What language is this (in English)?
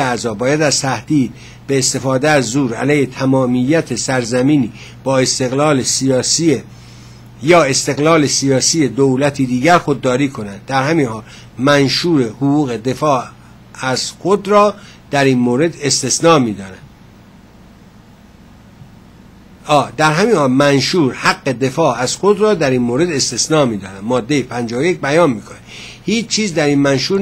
Persian